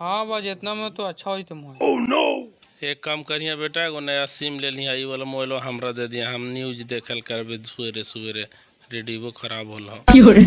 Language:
Magahi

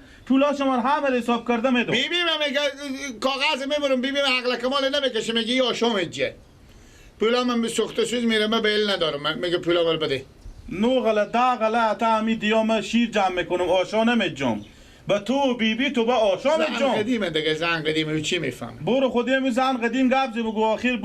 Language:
Persian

